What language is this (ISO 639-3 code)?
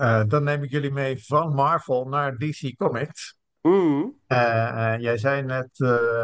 nld